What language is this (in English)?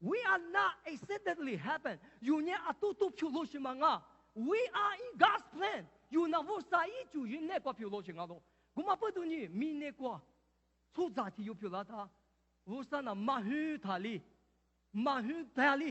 Lisu